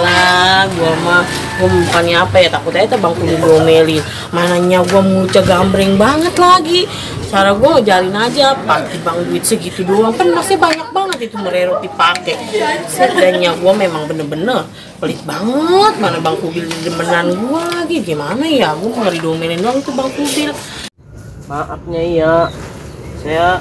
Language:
Betawi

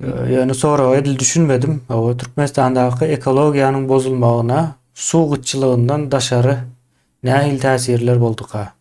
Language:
Turkmen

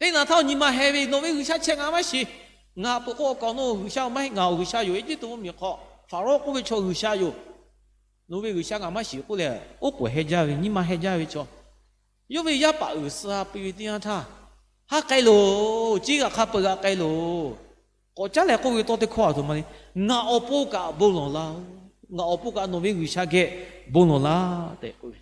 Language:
Lahu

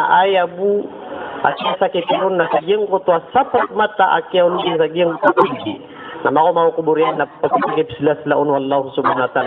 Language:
Maranao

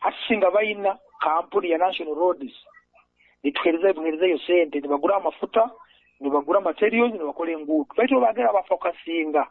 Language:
Nyoro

